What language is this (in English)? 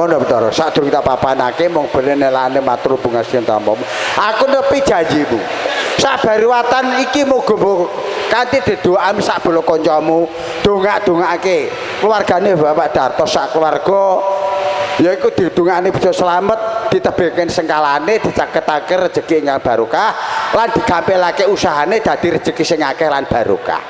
Javanese